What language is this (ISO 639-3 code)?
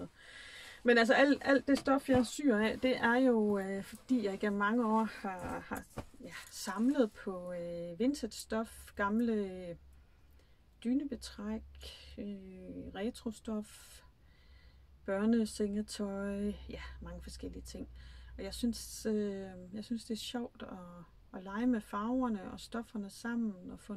dan